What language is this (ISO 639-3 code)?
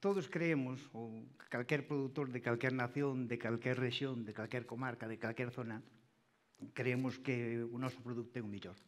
glg